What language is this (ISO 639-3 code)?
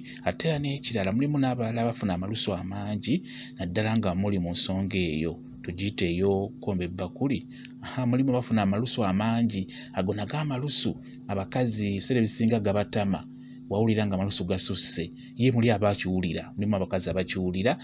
lug